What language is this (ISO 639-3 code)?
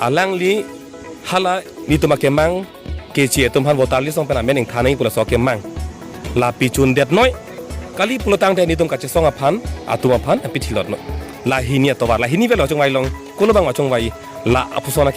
mjw